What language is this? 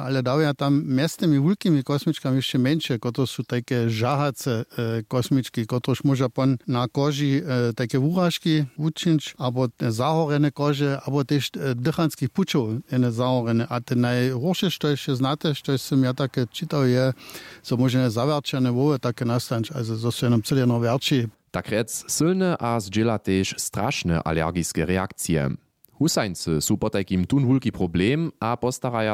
Upper Sorbian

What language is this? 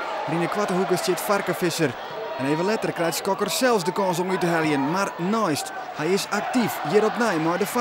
Western Frisian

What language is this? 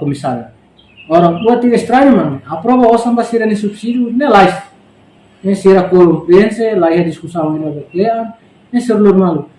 Tetum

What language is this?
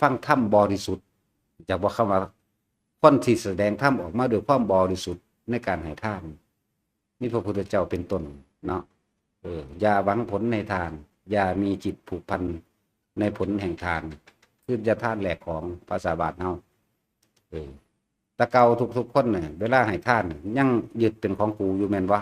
Northeastern Thai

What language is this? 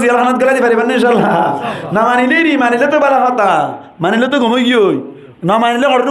Rohingya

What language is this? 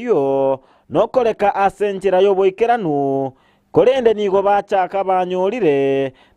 Gusii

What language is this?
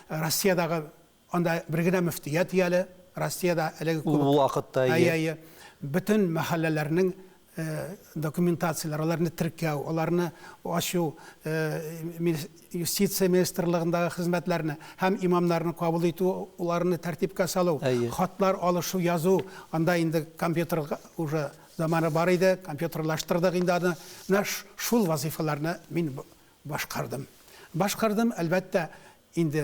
Tatar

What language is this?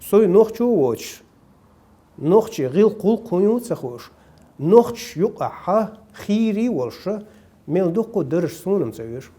Chechen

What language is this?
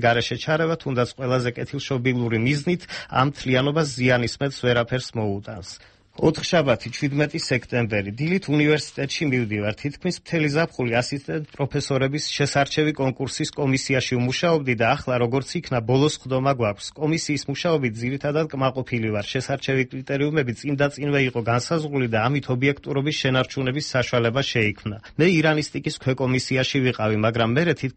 Georgian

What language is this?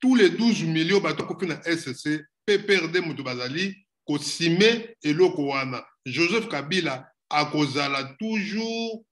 Lingala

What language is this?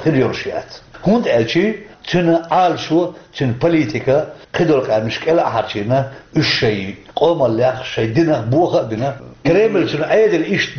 Chechen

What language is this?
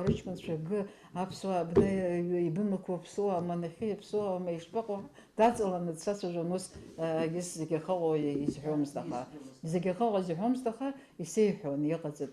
Abkhazian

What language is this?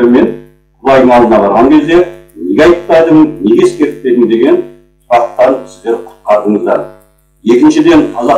Kazakh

